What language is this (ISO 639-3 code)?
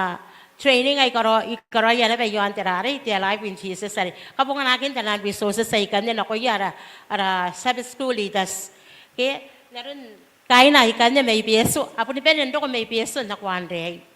gil